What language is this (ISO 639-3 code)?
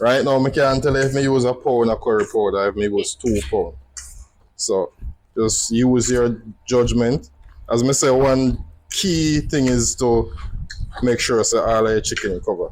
jam